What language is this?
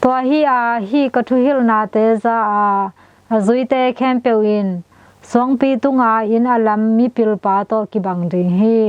Tedim Chin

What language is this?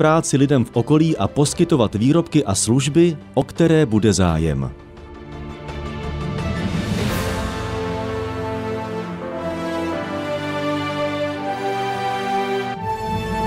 Czech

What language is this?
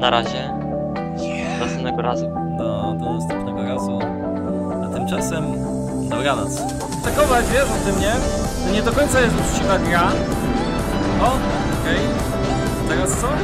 Polish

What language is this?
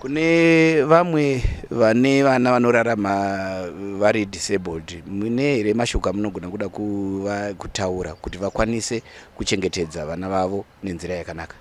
Shona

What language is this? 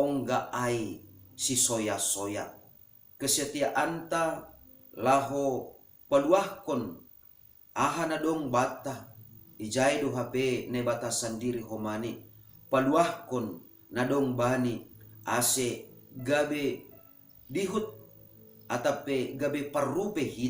Batak Simalungun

